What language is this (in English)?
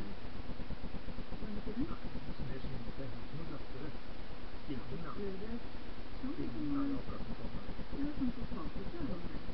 Norwegian